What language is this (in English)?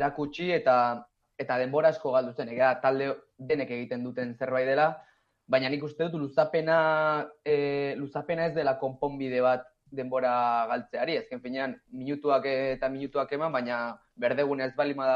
Basque